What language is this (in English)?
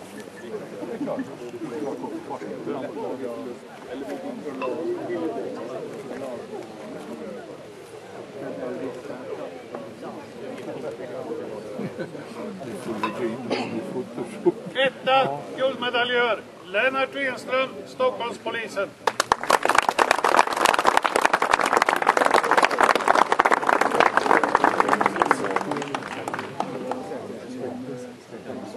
Swedish